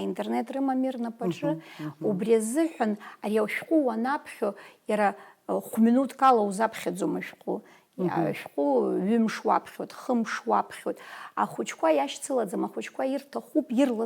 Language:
Abkhazian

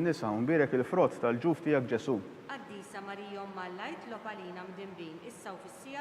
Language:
Maltese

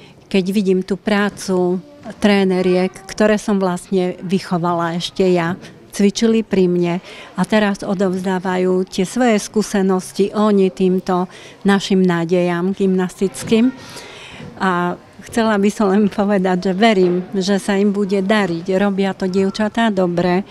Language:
Slovak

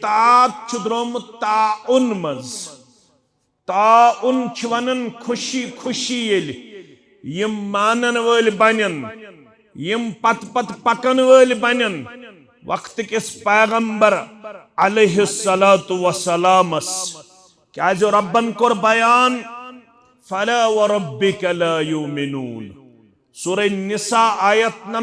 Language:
Kashmiri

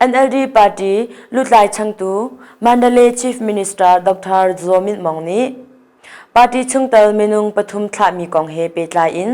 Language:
Hakha Chin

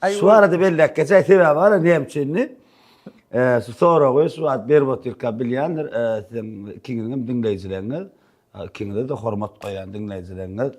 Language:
Turkmen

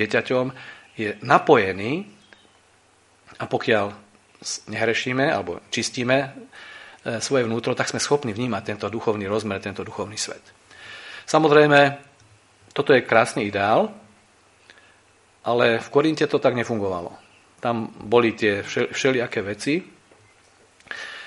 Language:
Slovak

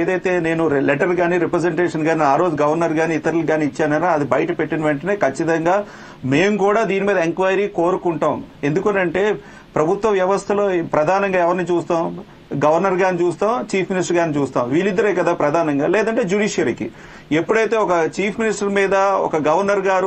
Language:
Telugu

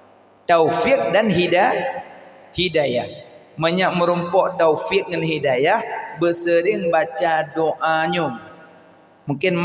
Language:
Achinese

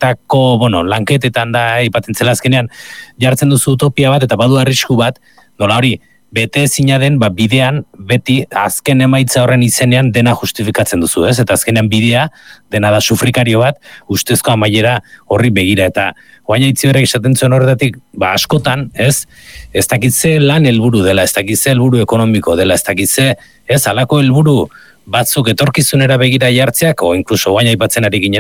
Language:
Basque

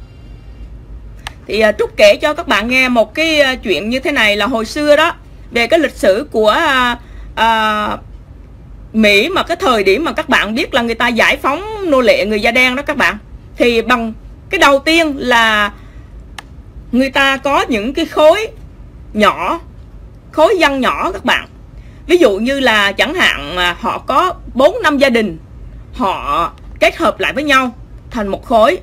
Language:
Vietnamese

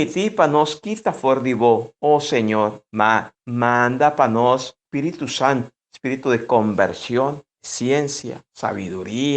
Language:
Papiamento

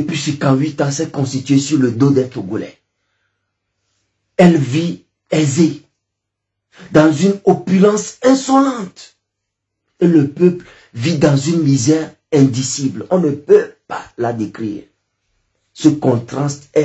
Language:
French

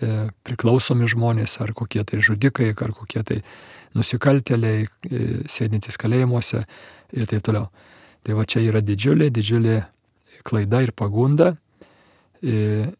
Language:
Lithuanian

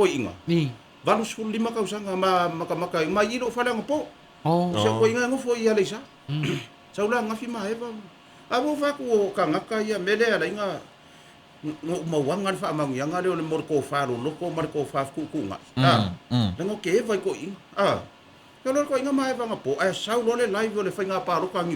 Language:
Samoan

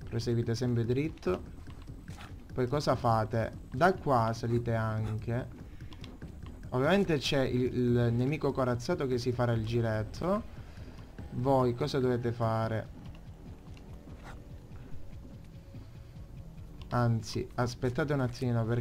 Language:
Italian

